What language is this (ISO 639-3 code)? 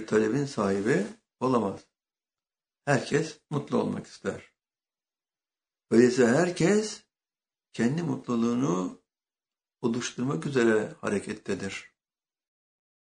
tur